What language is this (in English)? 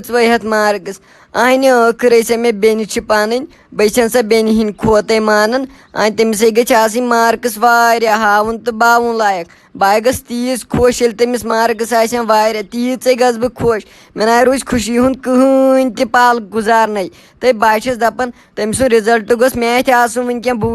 Kashmiri